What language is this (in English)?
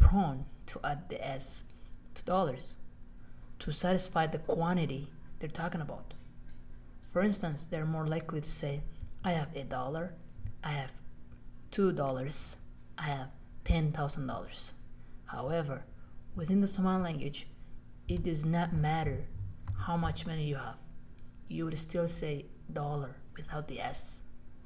English